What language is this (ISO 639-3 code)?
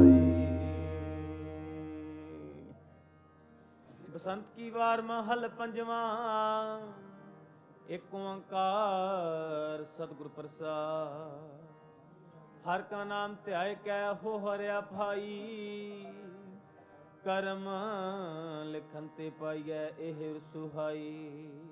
pan